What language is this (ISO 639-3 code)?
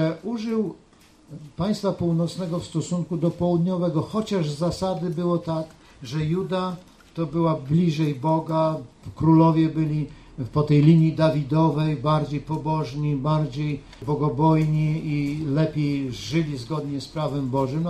pol